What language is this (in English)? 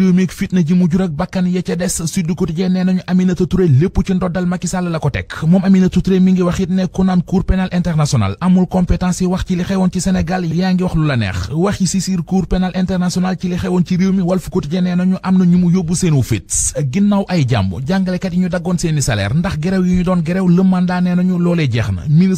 Wolof